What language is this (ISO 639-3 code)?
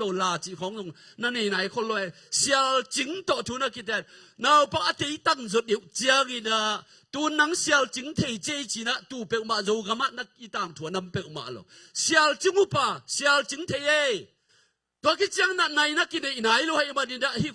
ctd